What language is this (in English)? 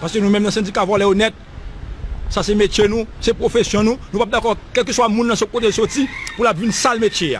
Haitian Creole